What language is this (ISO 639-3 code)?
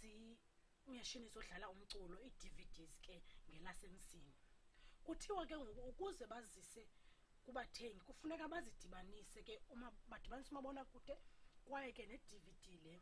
xho